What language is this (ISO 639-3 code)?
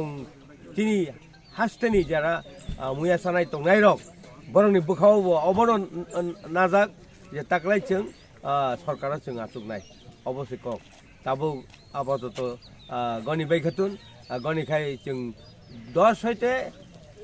trp